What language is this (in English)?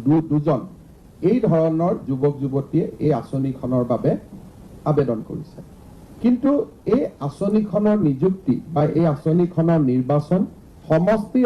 Assamese